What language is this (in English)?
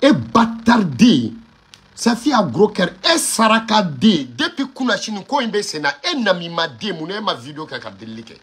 Bambara